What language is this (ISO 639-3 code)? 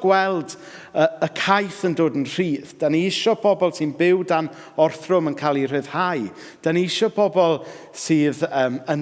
cym